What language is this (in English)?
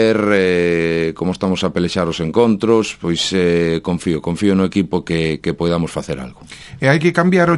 Galician